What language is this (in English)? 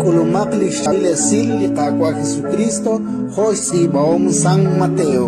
Kekchí